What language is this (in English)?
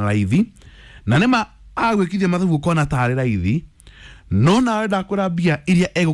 Kikuyu